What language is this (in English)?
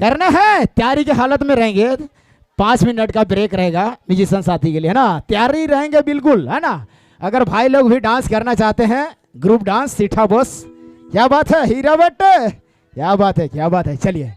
Sadri